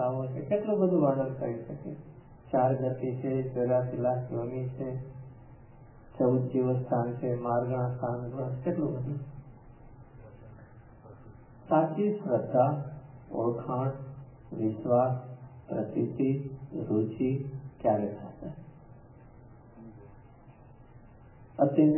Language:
Gujarati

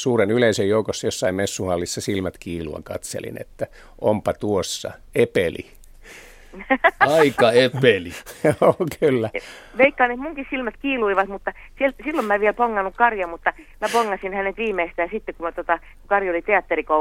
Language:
Finnish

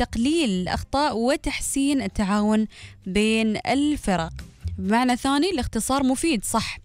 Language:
Gulf Arabic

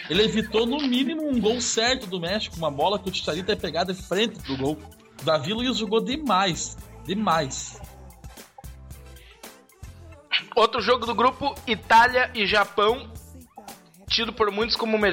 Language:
Portuguese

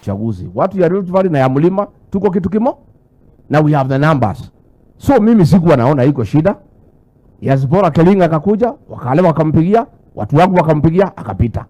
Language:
Luo (Kenya and Tanzania)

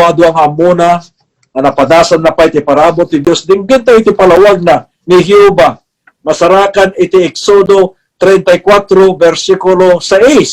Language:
Iloko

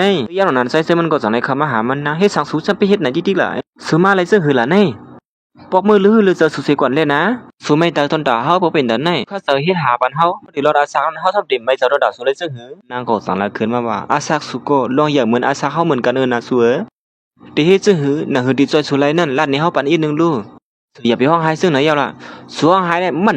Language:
Shan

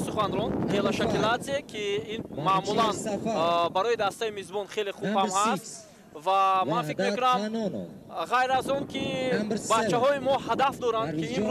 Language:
Tajik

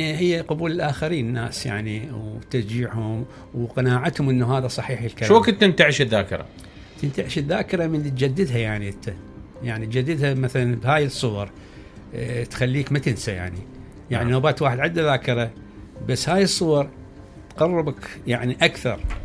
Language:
Mesopotamian Arabic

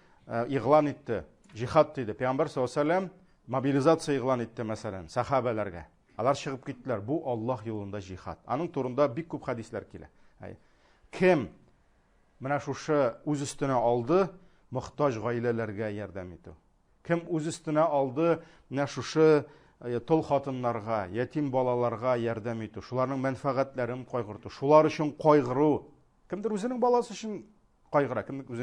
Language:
Tatar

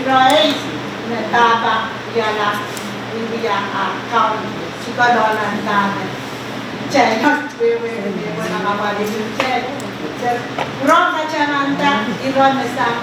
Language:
Pohnpeian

